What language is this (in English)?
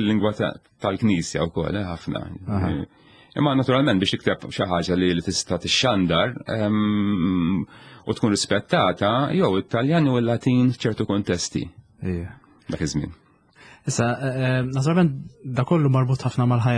Maltese